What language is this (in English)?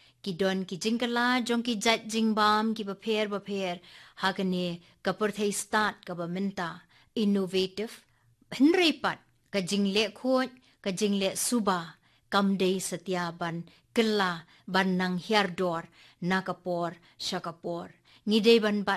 Khasi